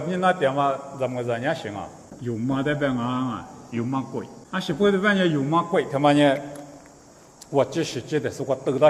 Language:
Lisu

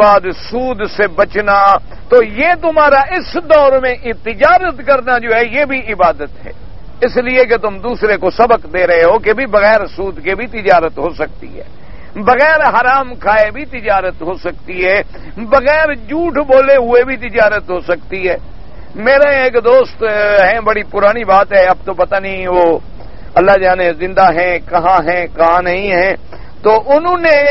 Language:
Urdu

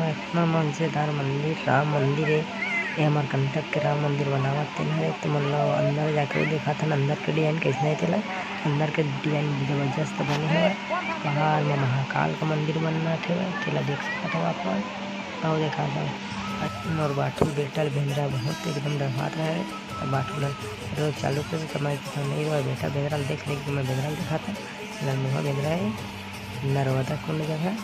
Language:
Chhattisgarhi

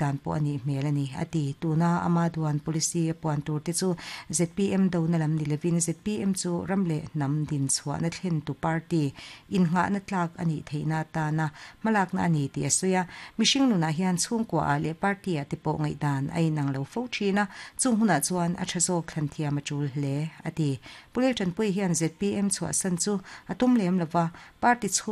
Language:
Mizo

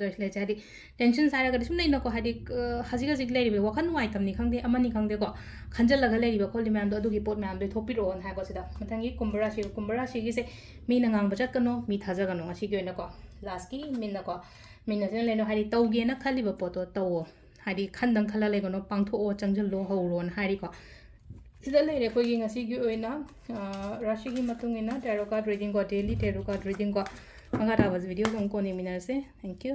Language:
Manipuri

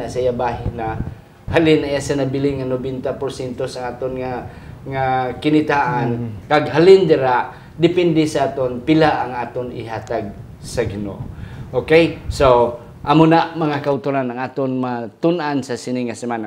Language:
Hiligaynon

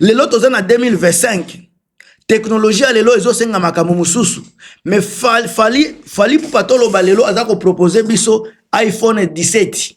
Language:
Lingala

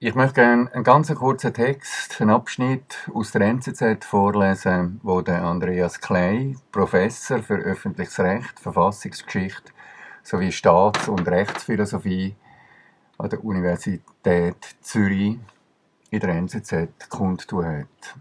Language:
Swiss German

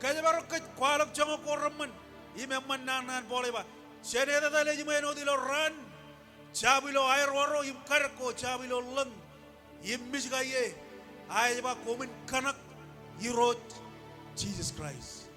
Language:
Marshallese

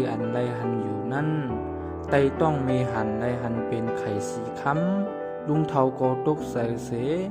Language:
Shan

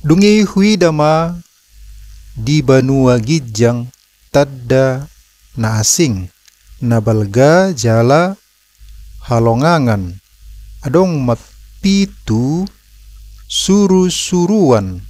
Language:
Batak Toba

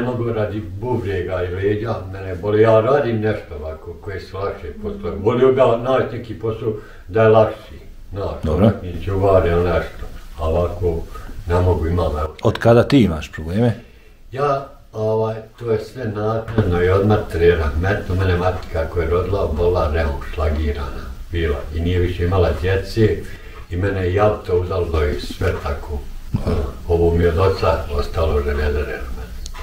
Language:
Bosnian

